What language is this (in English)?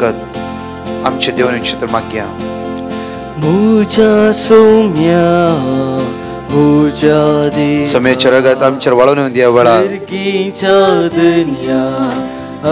Konkani